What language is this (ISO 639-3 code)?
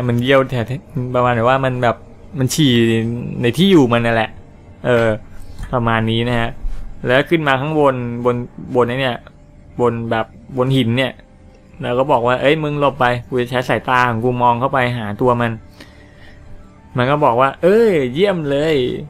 tha